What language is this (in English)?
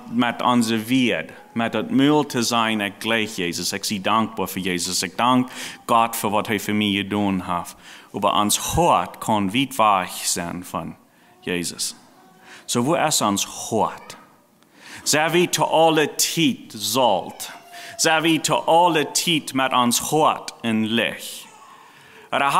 Plautdietsch